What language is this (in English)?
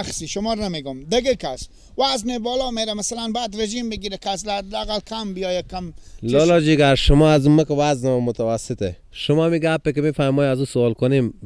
Persian